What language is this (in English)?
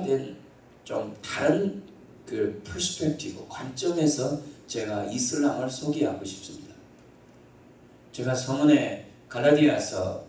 Korean